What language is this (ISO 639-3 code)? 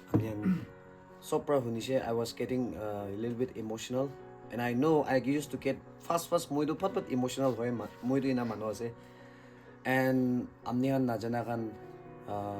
nag